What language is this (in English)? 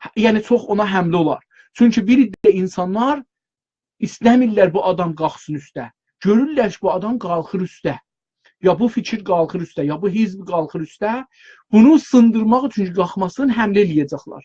South Azerbaijani